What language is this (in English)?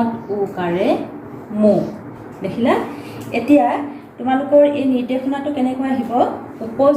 Assamese